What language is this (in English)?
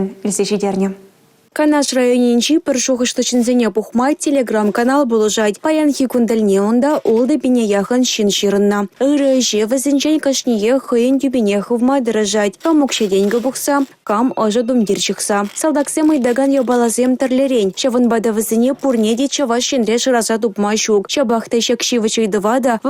Chuvash